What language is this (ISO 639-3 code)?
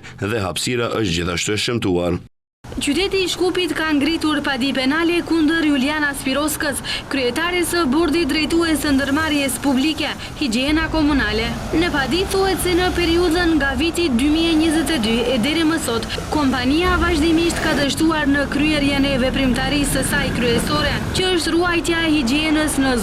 sqi